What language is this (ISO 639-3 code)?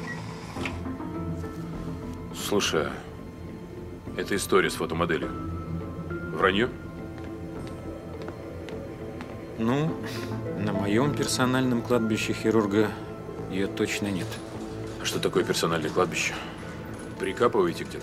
rus